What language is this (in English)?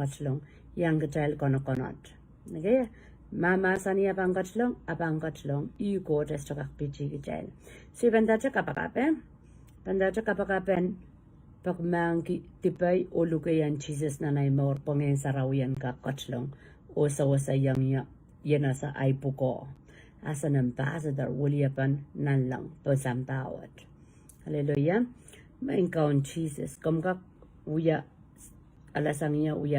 Pohnpeian